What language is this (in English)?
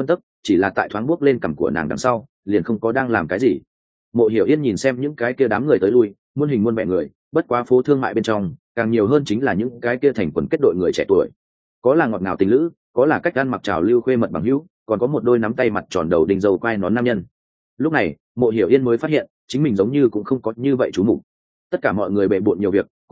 Vietnamese